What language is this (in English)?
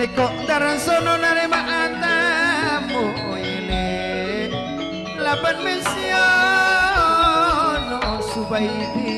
Madurese